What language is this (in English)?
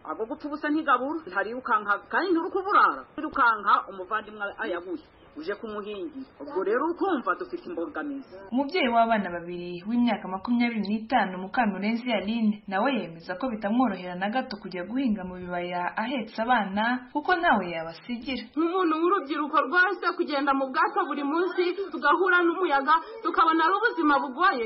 Kinyarwanda